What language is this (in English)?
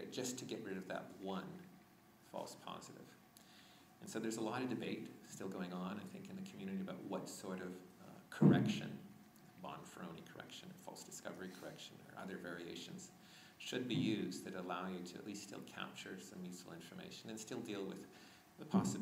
English